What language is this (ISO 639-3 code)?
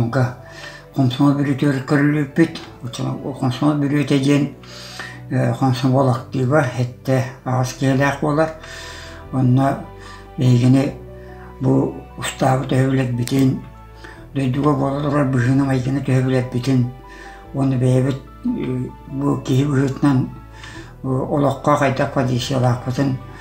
sah